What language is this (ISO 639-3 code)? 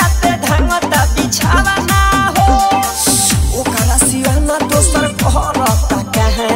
bho